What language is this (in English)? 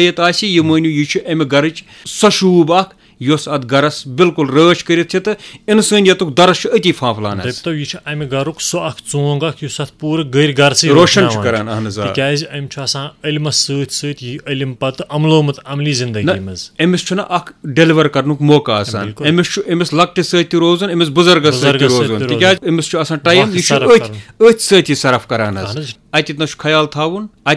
Kashmiri